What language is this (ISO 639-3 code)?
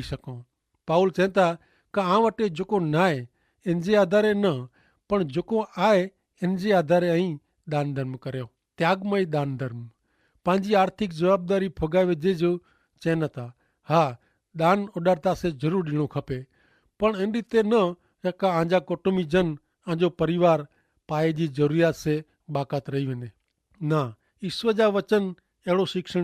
kfr